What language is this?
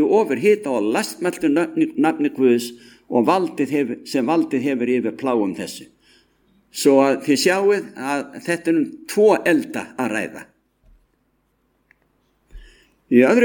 Icelandic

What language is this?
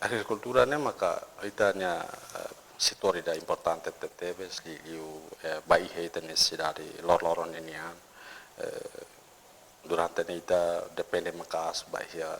Tetum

